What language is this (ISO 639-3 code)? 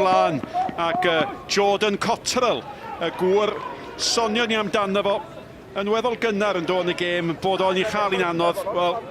cym